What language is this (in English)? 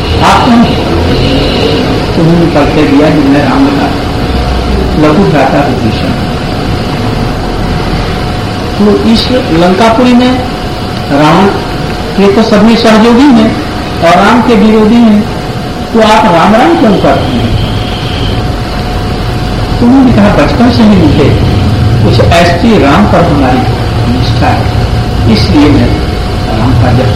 Hindi